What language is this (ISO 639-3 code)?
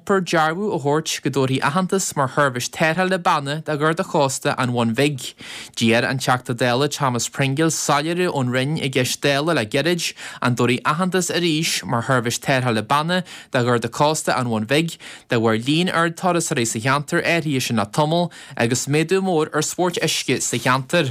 gle